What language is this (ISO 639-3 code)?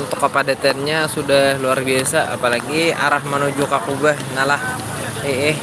bjn